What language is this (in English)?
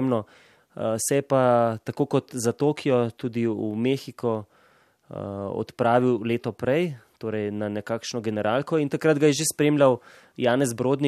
Slovenian